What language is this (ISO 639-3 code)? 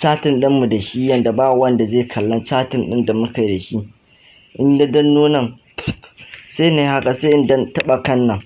hau